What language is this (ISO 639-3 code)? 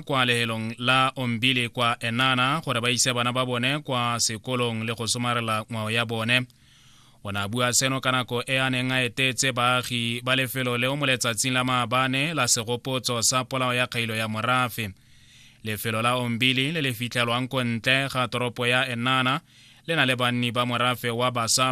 tsn